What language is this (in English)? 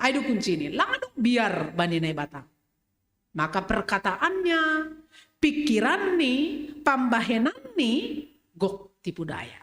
Batak Simalungun